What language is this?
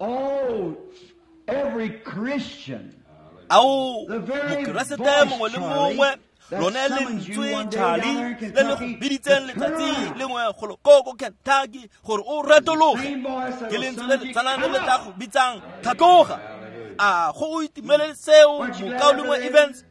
Tswana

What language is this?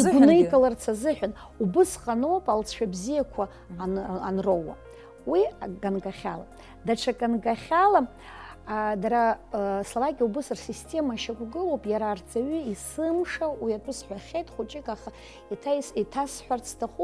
Abkhazian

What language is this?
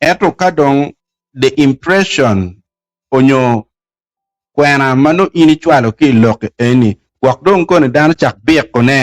Acoli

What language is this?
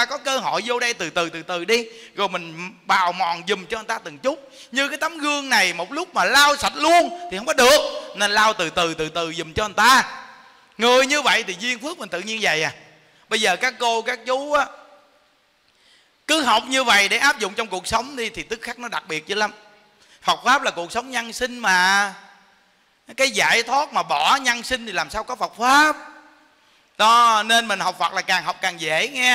Vietnamese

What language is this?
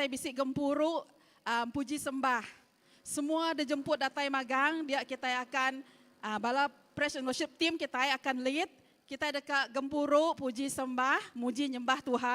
Iban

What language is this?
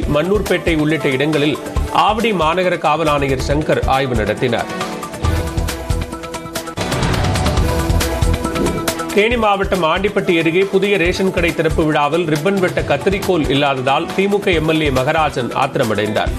Tamil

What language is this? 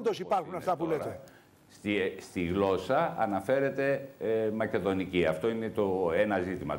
Greek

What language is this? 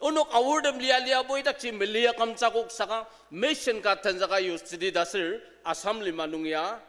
Ao Naga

